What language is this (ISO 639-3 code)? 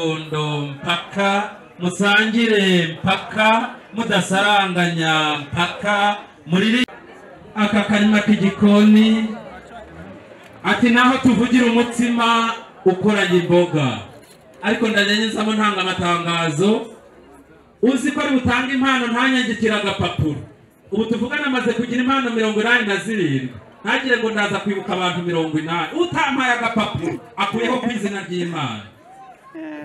kin